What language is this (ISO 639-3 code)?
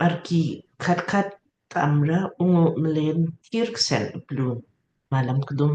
lmk